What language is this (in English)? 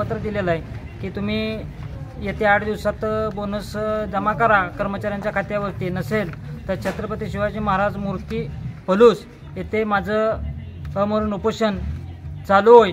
Marathi